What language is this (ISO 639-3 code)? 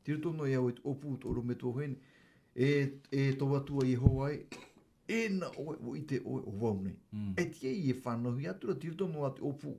tah